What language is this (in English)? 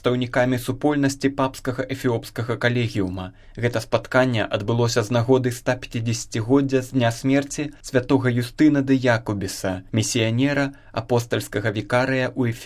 Belarusian